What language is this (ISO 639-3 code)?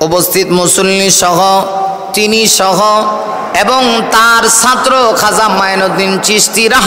ben